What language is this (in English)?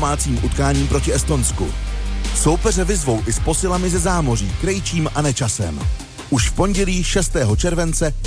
Czech